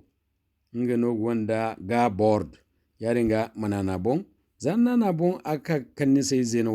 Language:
Zarma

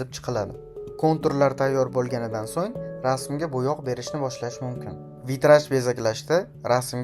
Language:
Uzbek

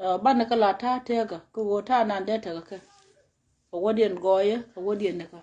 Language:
Nuer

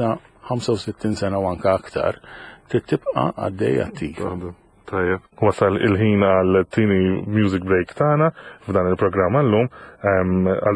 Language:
Maltese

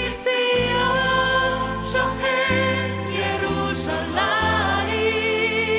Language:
Estonian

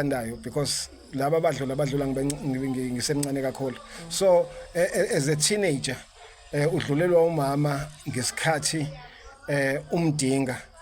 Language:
Zulu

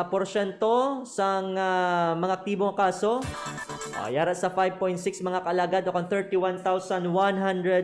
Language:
Hiligaynon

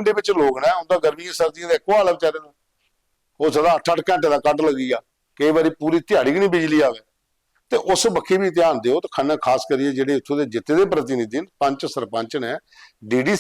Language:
Dogri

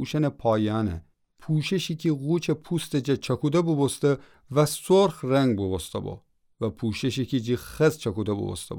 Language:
Gilaki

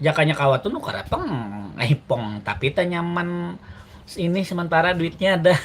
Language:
Banjar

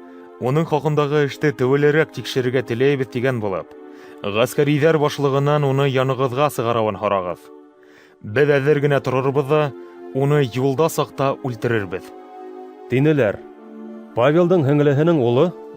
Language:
Bashkir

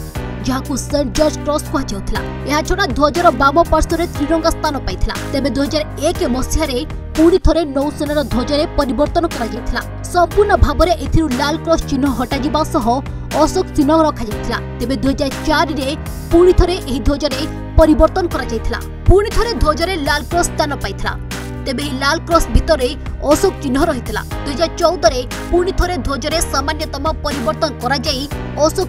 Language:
Odia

